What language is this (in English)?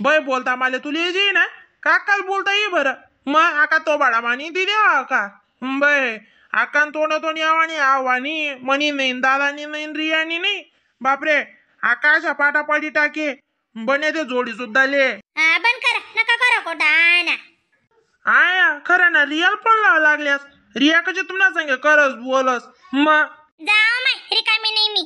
Khandesi